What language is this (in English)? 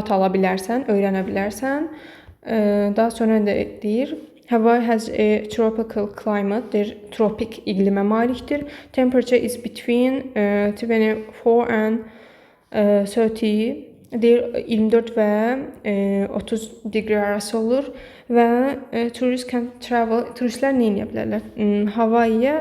Azerbaijani